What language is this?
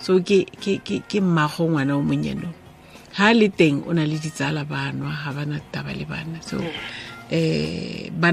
Tswana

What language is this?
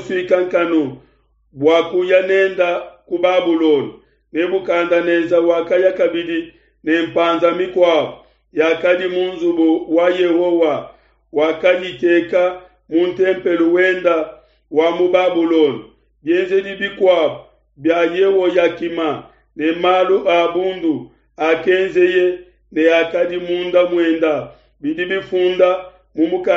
Luba-Lulua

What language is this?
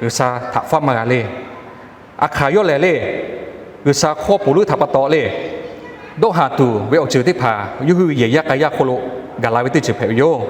Lahu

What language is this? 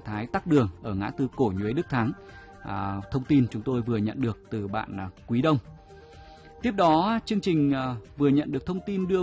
Vietnamese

